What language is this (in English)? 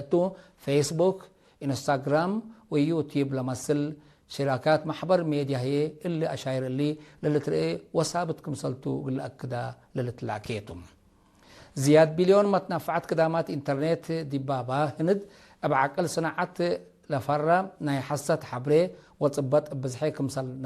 Tigre